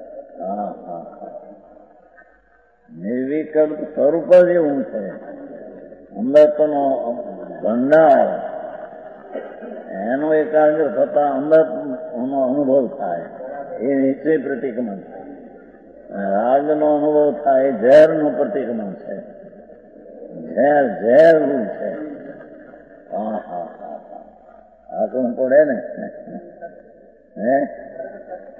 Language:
Gujarati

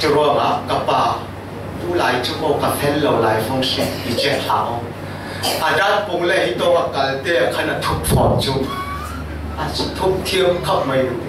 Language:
Falam Chin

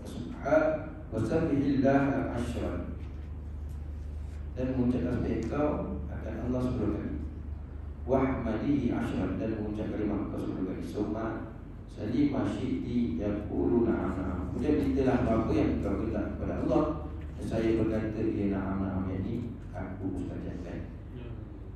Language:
Malay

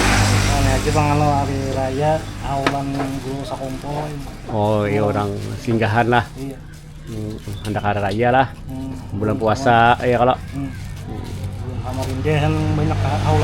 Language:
Banjar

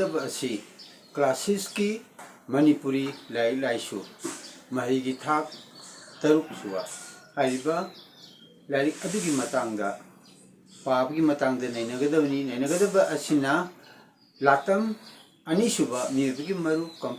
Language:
Manipuri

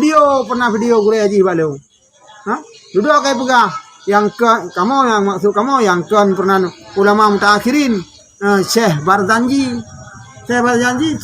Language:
Achinese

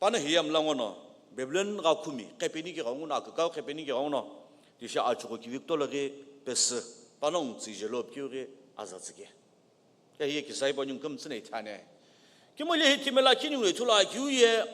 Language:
Sumi Naga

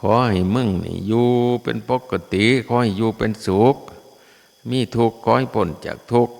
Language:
Northeastern Thai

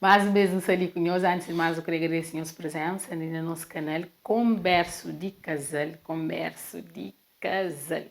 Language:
Kabuverdianu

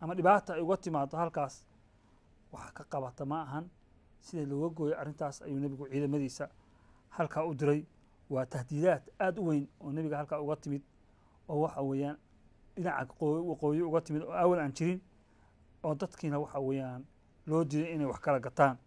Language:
Somali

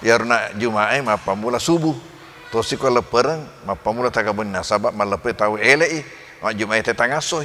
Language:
Buginese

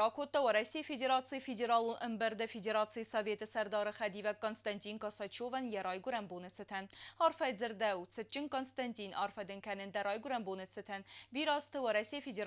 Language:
Ossetic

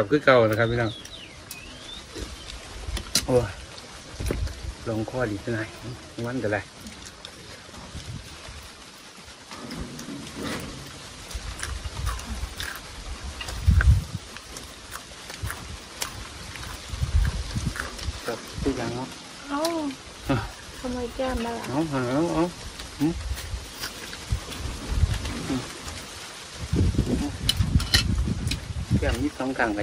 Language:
Thai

